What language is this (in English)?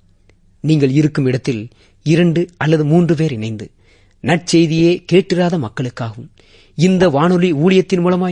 Tamil